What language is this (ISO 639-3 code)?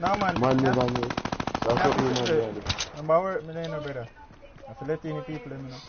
jam